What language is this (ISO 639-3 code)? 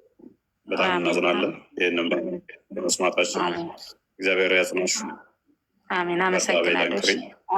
amh